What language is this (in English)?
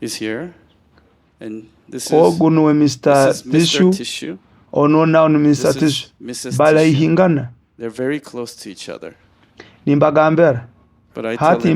Nyoro